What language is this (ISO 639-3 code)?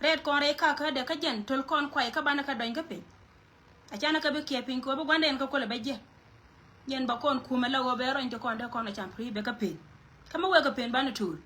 nus